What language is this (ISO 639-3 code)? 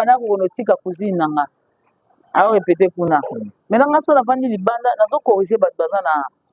lin